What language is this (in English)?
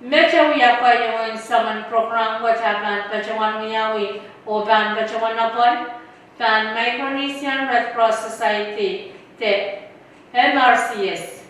Pohnpeian